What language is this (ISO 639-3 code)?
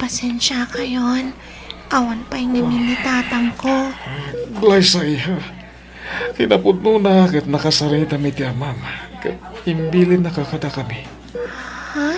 ilo